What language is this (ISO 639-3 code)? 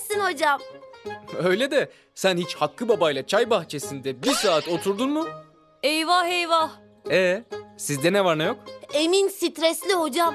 tur